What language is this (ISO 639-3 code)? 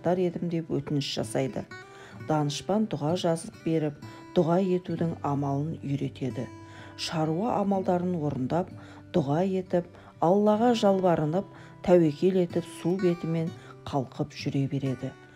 kaz